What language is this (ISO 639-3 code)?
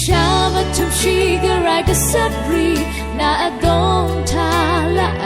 raw